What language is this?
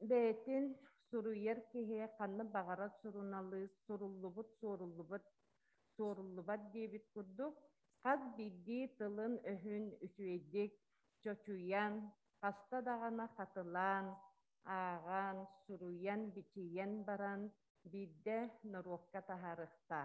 Yakut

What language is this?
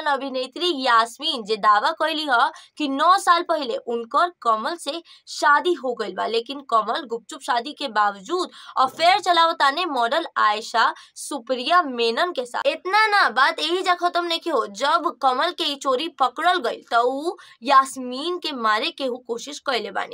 Bhojpuri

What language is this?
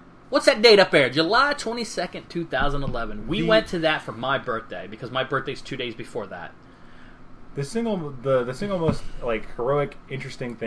English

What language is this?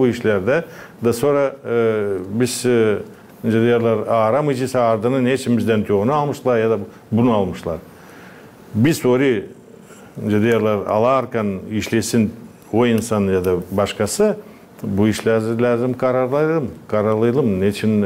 Gagauz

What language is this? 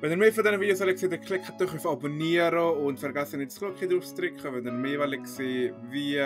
Swiss German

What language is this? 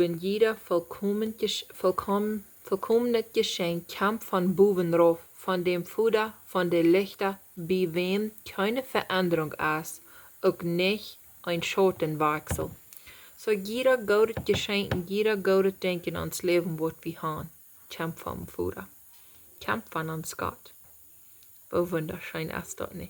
Plautdietsch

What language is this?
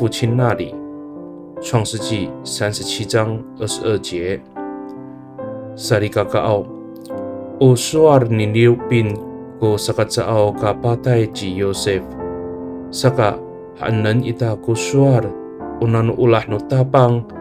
Amis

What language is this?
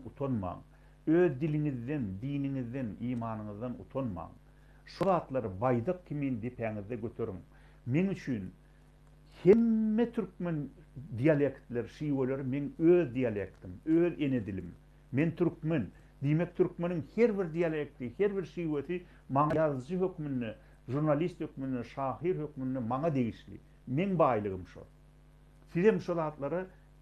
Turkmen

